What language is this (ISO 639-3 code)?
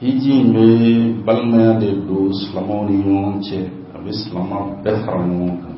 bam